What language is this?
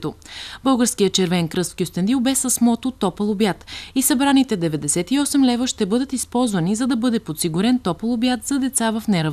Bulgarian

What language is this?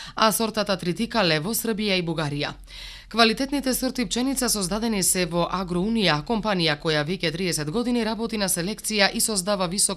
Macedonian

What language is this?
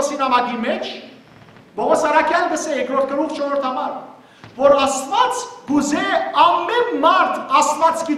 Western Armenian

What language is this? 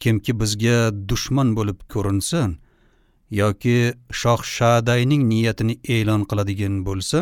Uzbek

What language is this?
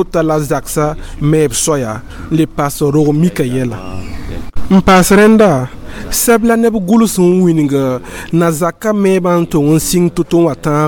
Mossi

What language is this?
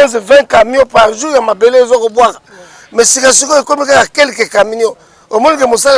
Lingala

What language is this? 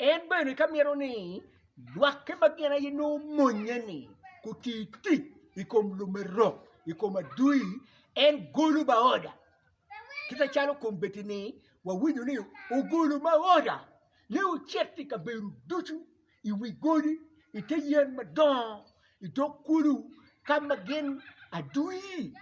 Acoli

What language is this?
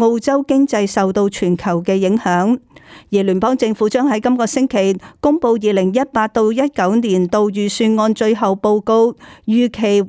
Cantonese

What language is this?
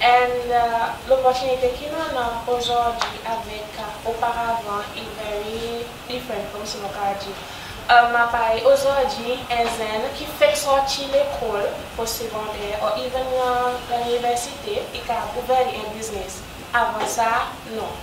Seselwa Creole French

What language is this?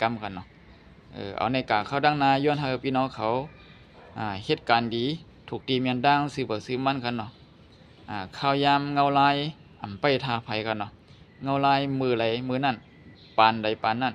Shan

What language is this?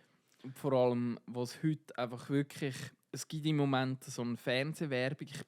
Swiss German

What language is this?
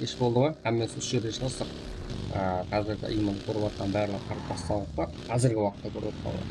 Kara-Kalpak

